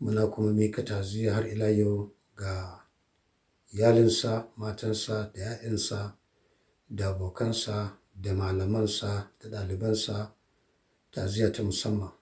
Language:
Hausa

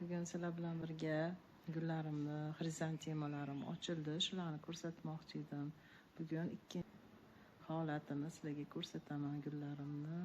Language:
Uzbek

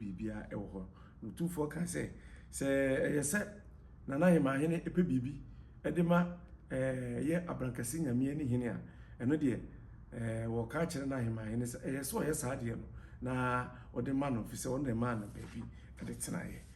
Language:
Akan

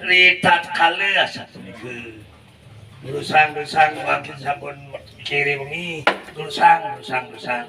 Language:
Balinese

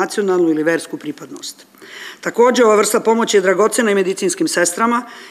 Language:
Serbian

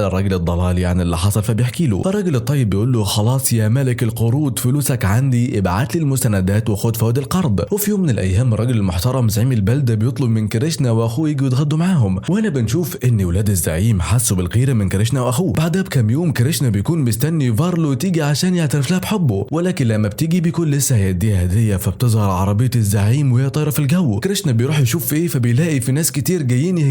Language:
Egyptian Arabic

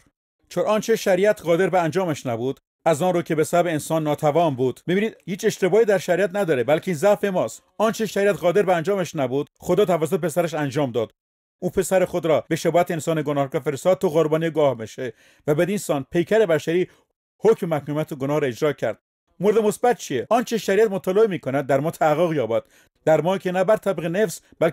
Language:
Persian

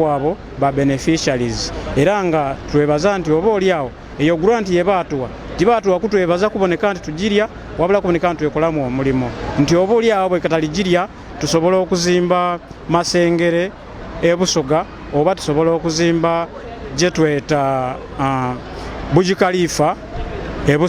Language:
Soga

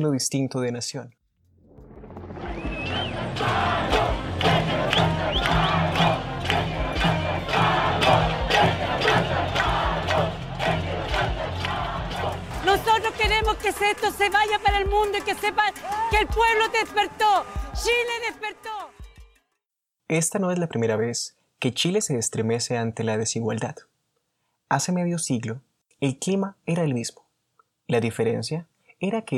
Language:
Spanish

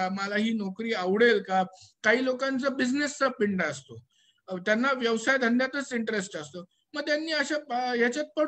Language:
Marathi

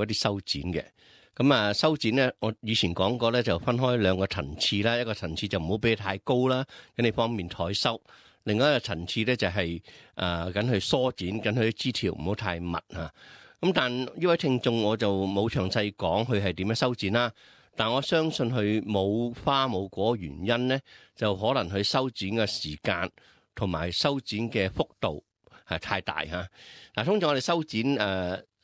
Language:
Cantonese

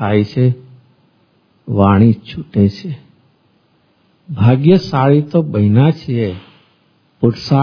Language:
Gujarati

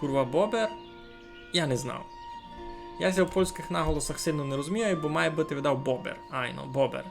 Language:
Rusyn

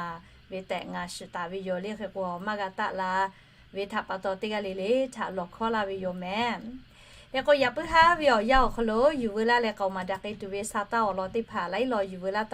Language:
Lahu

